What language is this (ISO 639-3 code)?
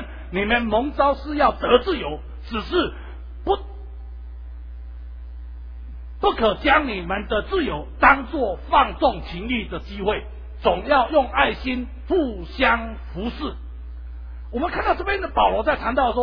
zho